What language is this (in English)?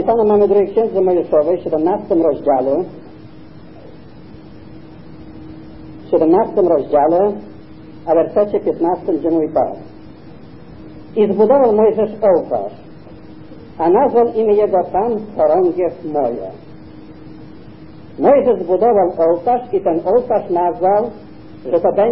Polish